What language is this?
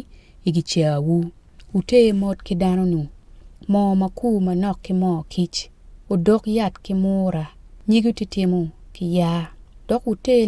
Acoli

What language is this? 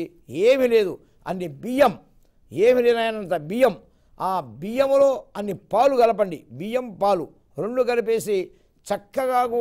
Telugu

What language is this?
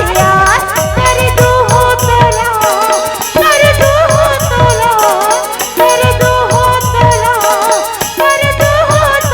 Chhattisgarhi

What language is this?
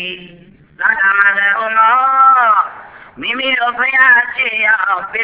Burmese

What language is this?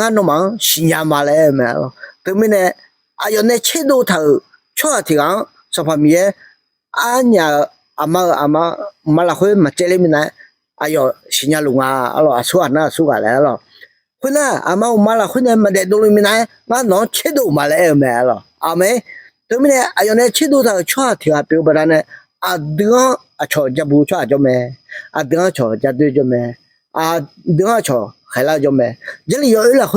Akha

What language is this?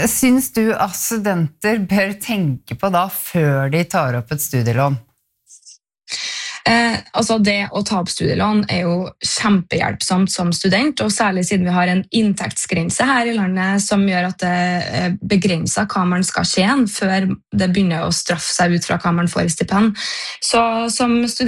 Norwegian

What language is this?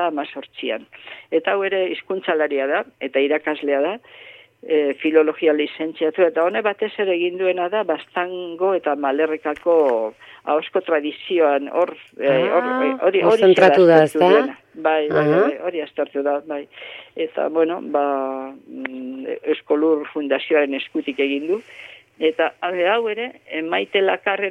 Basque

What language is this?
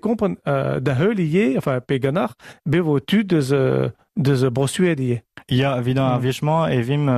Breton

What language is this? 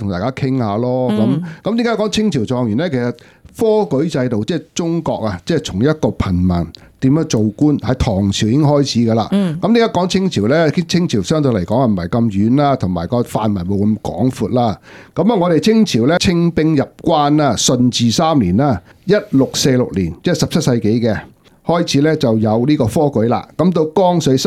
Cantonese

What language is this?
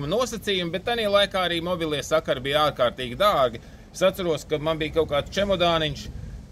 Latvian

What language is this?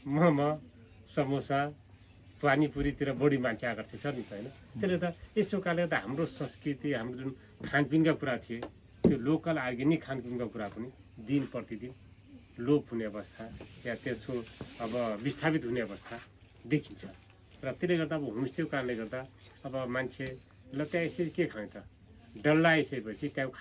Nepali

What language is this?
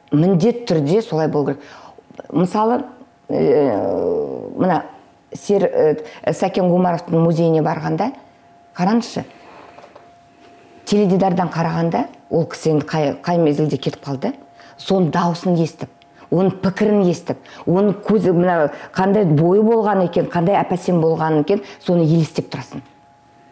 Kazakh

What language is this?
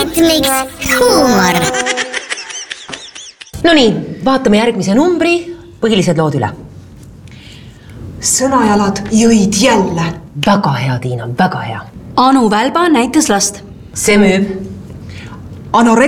Estonian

